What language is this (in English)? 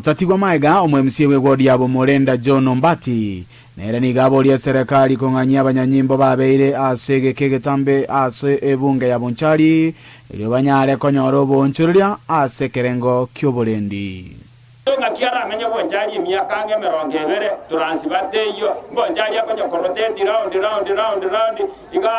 Gusii